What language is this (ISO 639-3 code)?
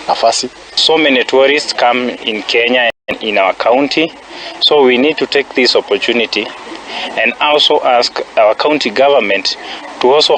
luo